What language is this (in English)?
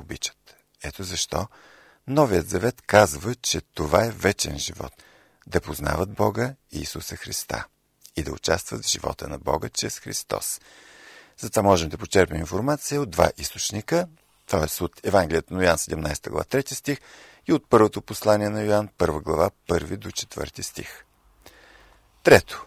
Bulgarian